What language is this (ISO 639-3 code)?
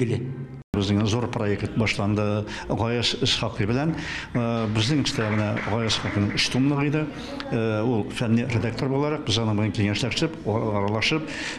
tat